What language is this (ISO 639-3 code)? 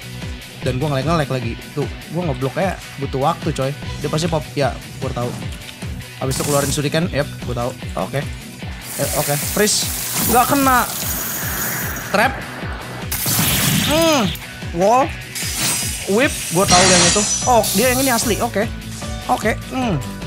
ind